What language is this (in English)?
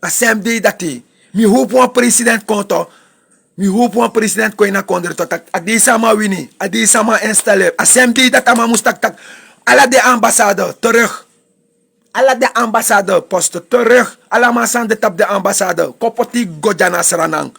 Sranan Tongo